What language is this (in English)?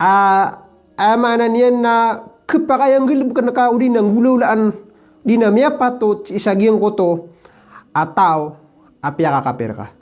Maranao